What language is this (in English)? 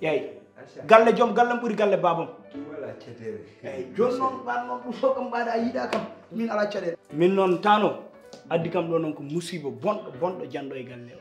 Fula